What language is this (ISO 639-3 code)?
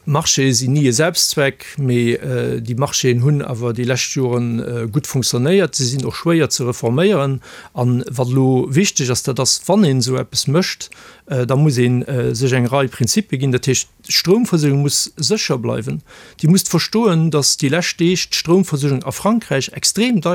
ltz